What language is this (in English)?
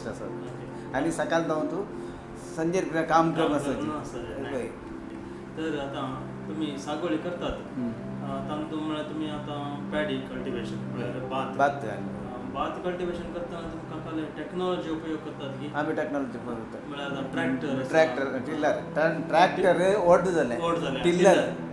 Konkani